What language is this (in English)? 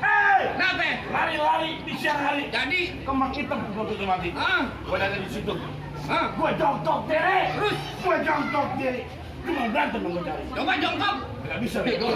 Betawi